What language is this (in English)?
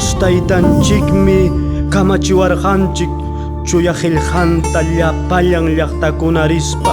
Ayacucho Quechua